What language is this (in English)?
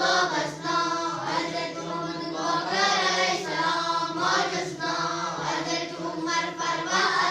Kashmiri